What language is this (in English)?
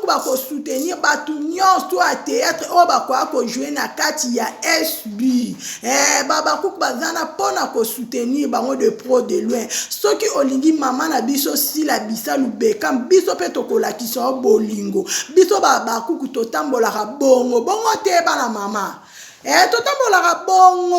Lingala